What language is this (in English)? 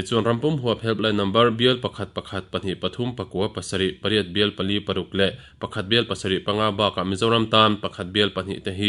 Mizo